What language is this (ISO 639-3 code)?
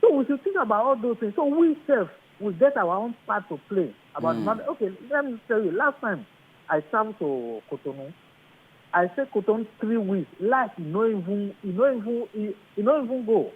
pcm